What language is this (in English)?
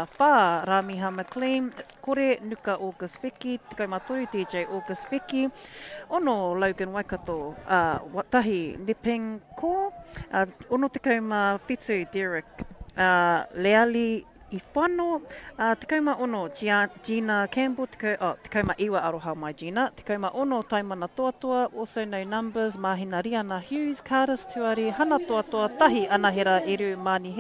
Māori